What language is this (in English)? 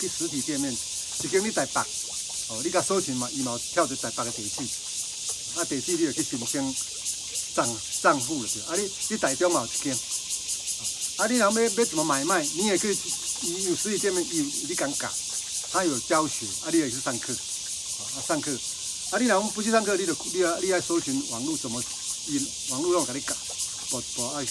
Min Nan Chinese